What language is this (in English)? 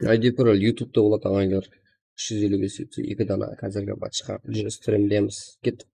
Kara-Kalpak